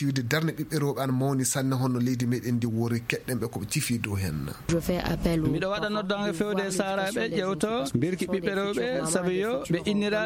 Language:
Fula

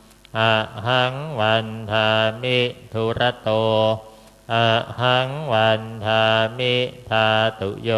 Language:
Pali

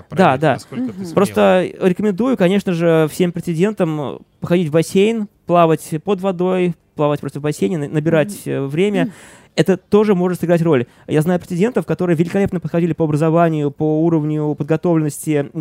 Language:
Russian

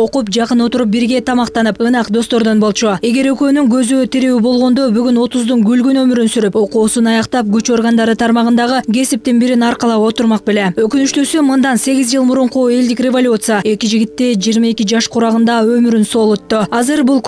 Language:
Kyrgyz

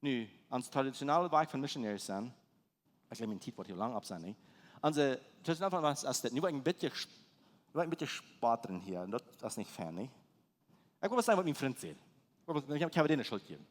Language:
Plautdietsch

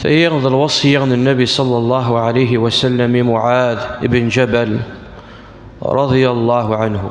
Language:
Kabyle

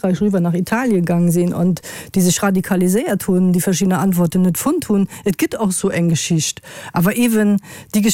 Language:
Luxembourgish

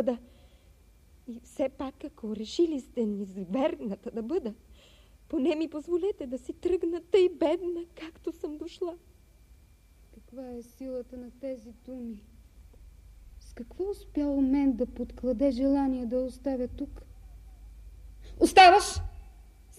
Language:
Bulgarian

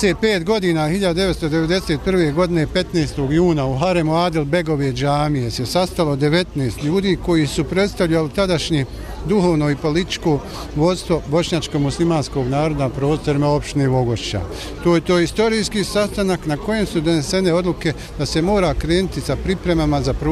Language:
Bosnian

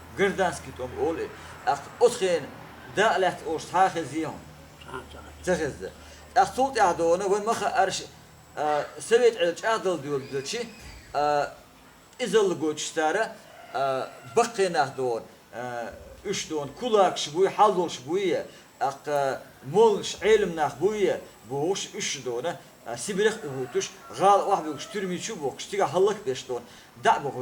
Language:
Chechen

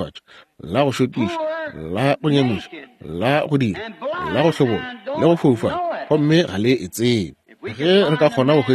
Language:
Northern Sotho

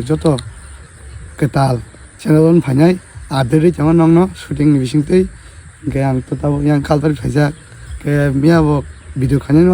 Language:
Kok Borok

